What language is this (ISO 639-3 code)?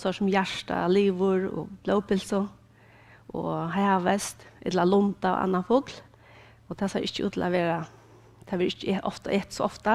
fao